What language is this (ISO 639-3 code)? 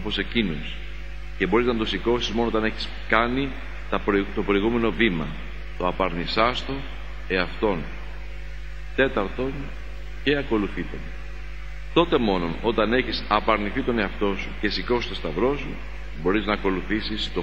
ell